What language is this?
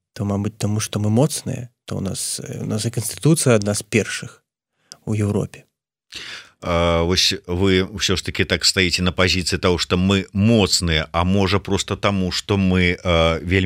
Belarusian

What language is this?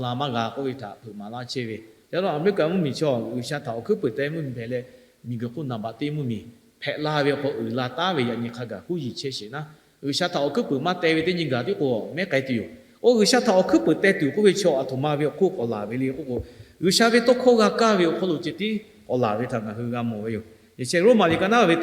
Lahu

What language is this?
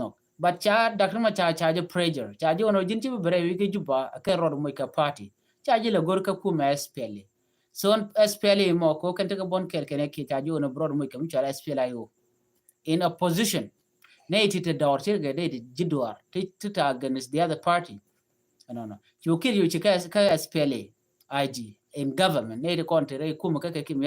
Nuer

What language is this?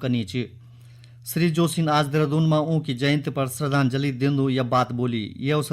Garhwali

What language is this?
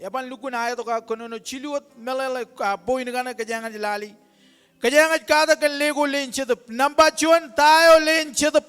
Marshallese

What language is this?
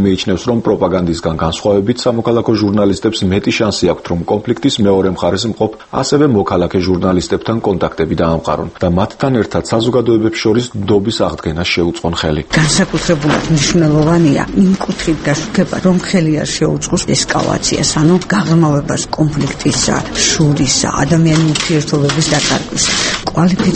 Georgian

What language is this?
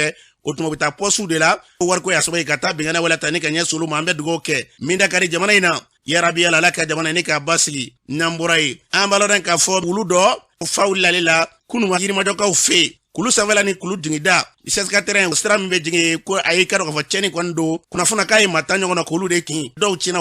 Bambara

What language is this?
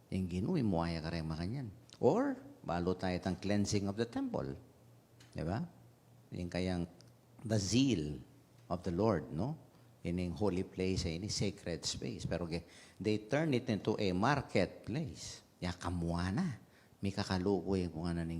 Pampanga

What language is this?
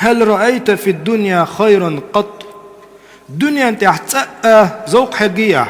Chechen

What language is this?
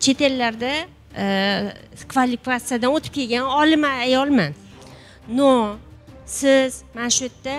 Uzbek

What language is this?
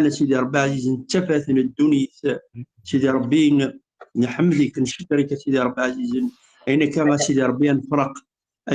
Kabyle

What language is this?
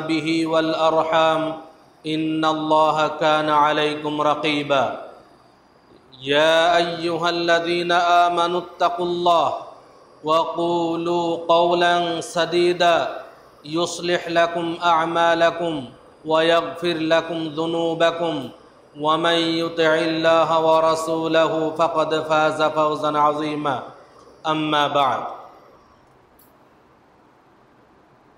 Bangla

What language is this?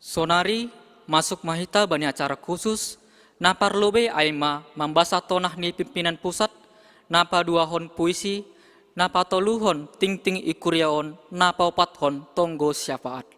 Batak Simalungun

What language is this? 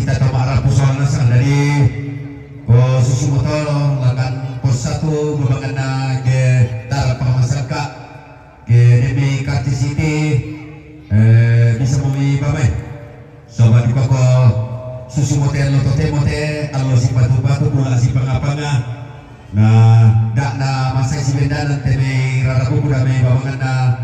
Toraja-Sa'dan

